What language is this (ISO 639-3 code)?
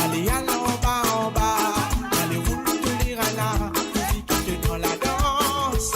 mfe